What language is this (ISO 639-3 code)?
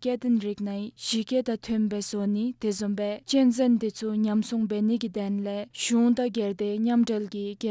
dzo